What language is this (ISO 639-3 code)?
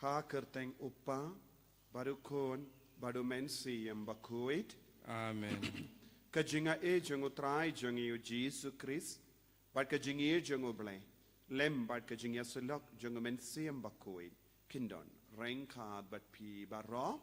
kha